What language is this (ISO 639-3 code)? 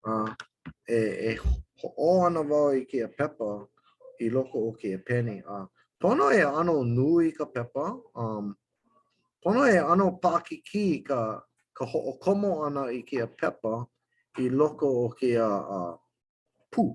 haw